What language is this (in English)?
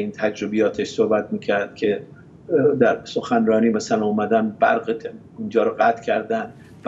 Persian